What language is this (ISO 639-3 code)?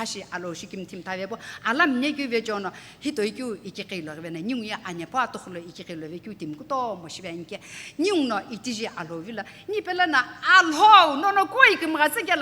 nsm